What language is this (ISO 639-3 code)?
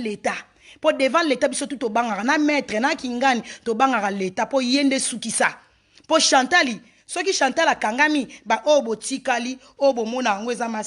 lin